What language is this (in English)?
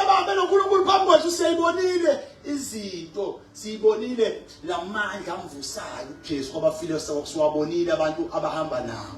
Zulu